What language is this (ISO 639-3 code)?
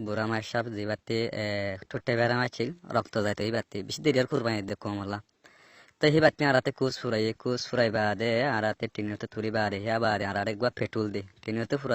rhg